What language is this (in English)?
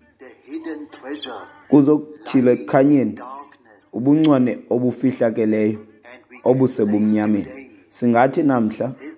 Xhosa